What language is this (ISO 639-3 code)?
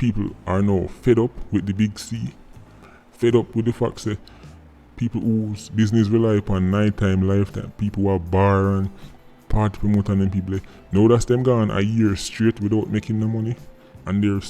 jam